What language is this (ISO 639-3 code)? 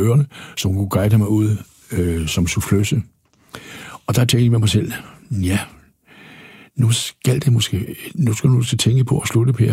dan